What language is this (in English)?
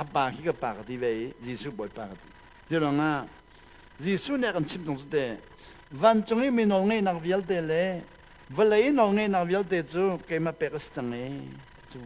Hakha Chin